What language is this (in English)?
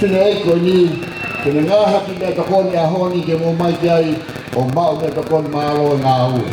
Tongan